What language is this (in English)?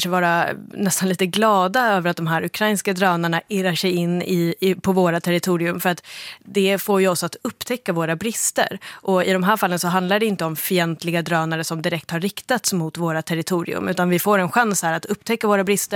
Swedish